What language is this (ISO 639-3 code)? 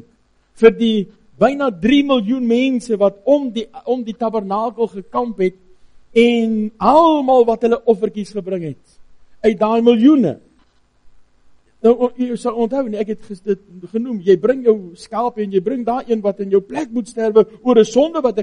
afr